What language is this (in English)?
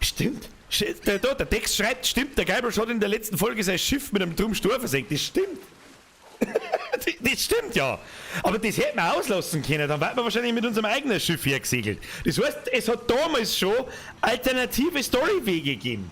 Bavarian